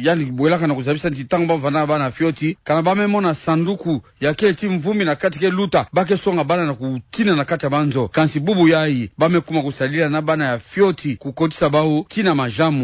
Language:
Kituba (Democratic Republic of Congo)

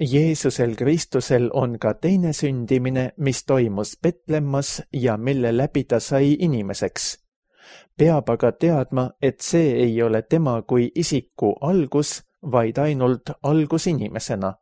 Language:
Estonian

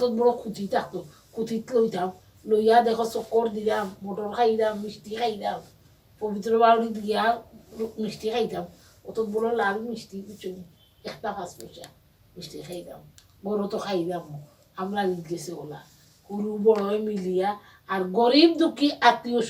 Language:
Sylheti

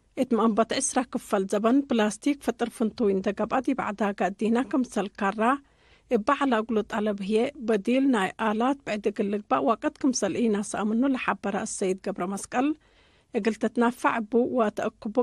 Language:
Tigre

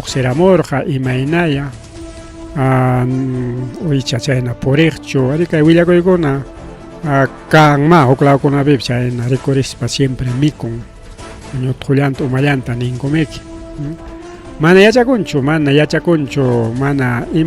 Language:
Ayacucho Quechua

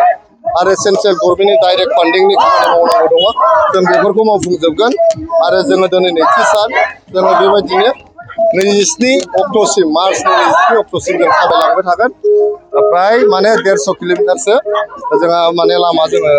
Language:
Bodo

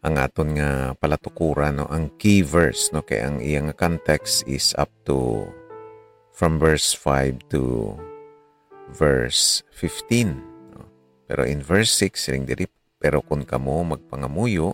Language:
Hiligaynon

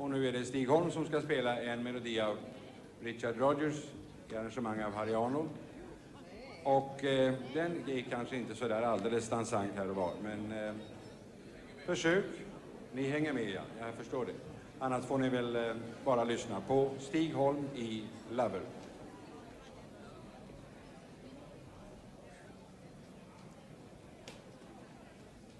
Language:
Swedish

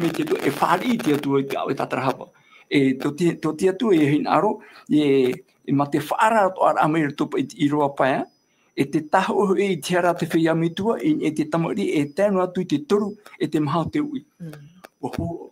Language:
Tahitian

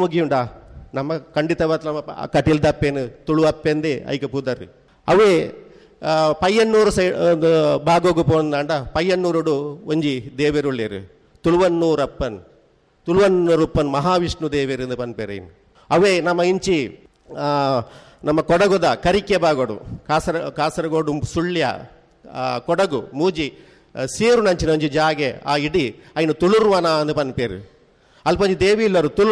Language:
Tulu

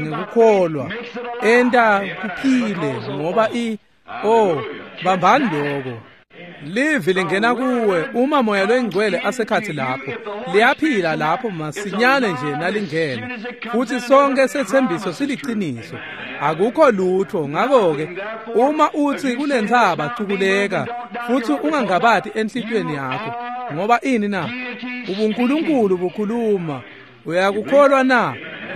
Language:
Swati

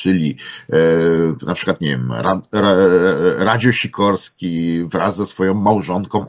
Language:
Polish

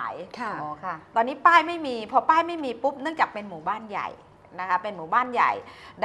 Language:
Thai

